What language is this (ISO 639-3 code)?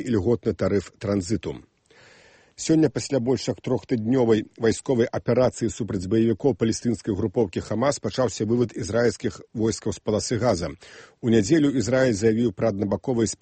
bel